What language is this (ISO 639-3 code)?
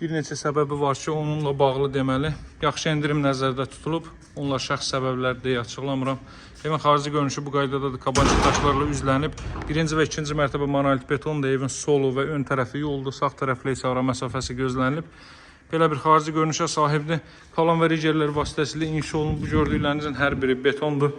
aze